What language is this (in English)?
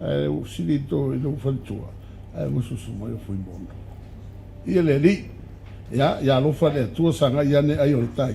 Samoan